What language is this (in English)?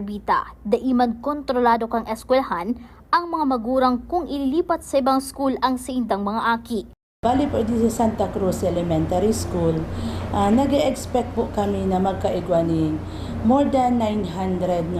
Bikol